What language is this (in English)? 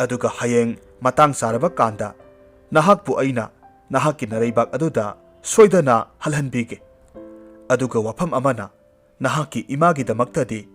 Manipuri